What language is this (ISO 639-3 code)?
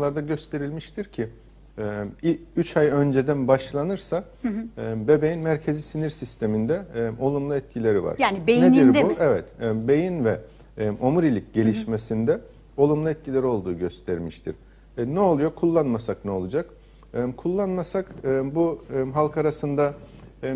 tur